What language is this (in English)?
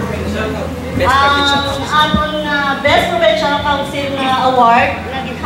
Hiligaynon